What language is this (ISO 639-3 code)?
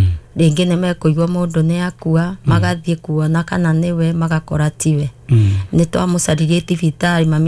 kik